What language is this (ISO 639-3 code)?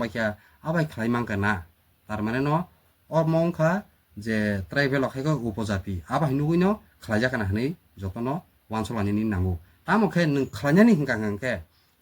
trp